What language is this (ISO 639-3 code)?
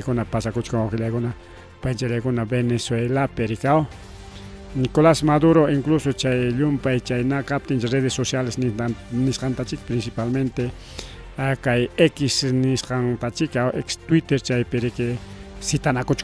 quy